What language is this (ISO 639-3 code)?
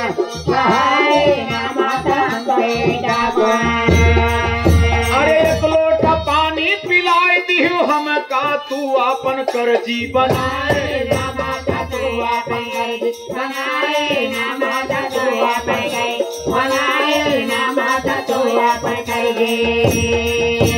bho